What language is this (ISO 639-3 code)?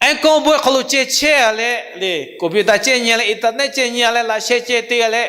lhu